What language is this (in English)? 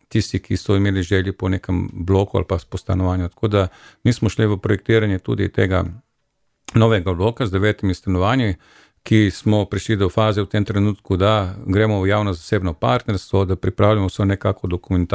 Slovenian